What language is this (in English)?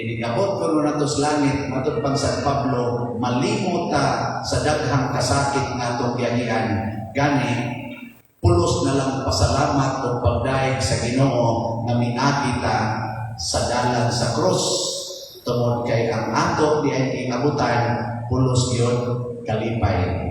Cebuano